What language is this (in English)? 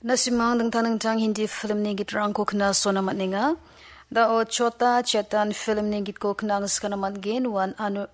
Garo